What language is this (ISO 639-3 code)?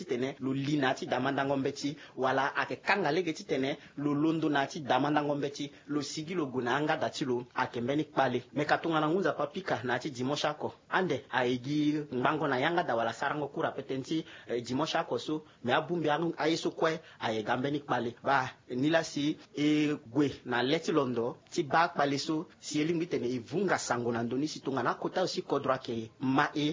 sag